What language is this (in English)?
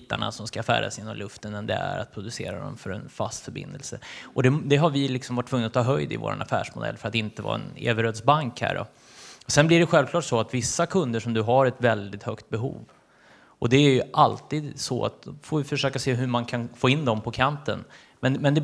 Swedish